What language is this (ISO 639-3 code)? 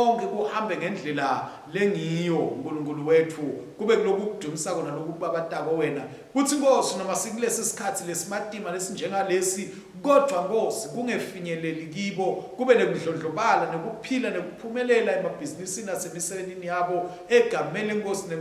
ssw